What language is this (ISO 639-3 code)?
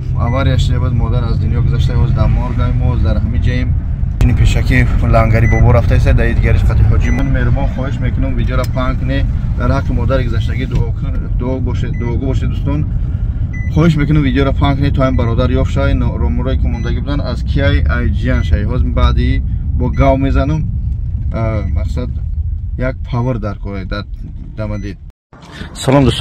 tgk